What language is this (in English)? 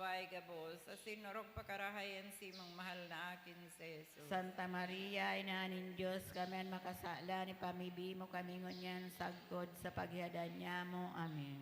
Bikol